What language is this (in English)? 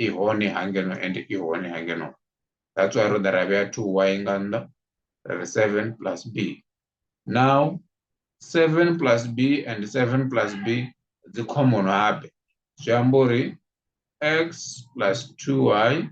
Venda